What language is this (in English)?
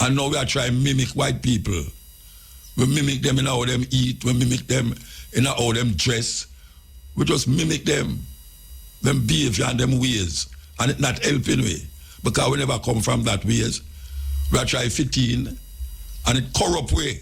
Jamaican Creole English